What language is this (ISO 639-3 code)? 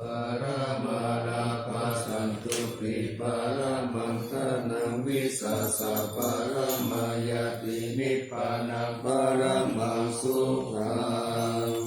pli